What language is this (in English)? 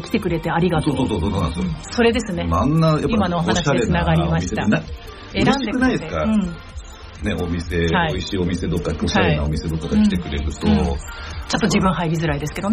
Japanese